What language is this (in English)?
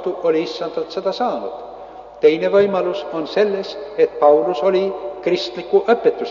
Estonian